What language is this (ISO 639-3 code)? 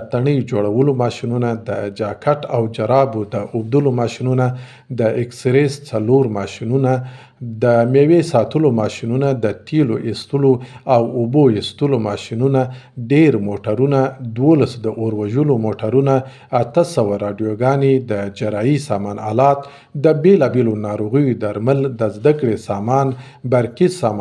pus